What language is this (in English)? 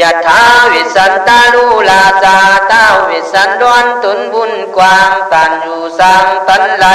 Khün